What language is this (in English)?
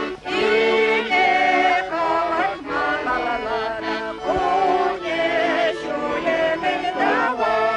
Chuvash